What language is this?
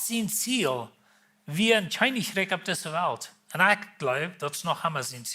Plautdietsch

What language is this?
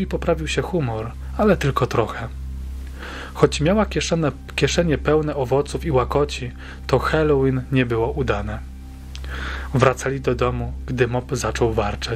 Polish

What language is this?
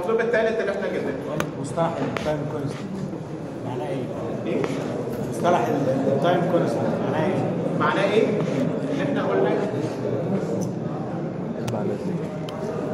Egyptian Arabic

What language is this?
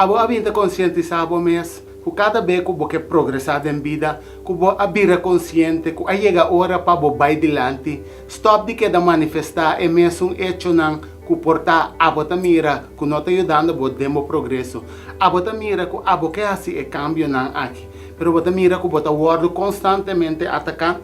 Papiamento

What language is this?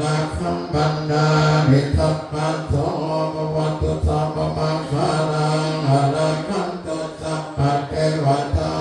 Pali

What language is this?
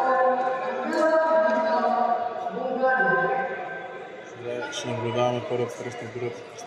Bulgarian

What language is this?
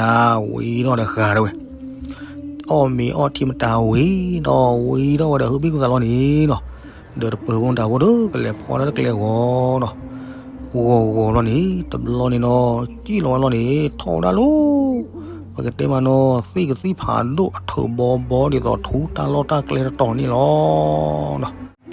S'gaw Karen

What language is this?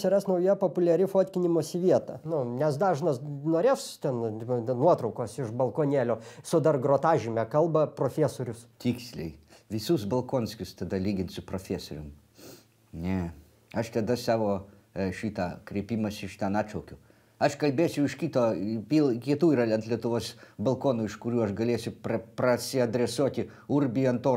Lithuanian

